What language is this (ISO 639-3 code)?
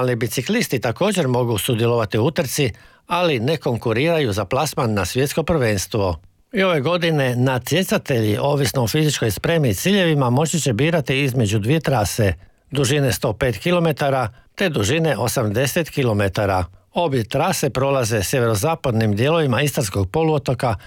hrv